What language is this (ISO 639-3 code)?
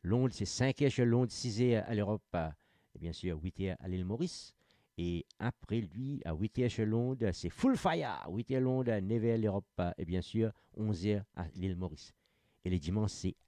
mfe